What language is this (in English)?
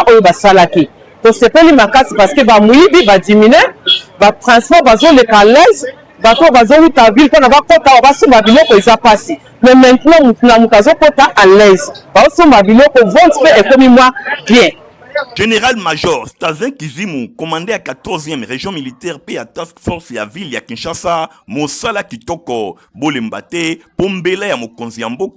Lingala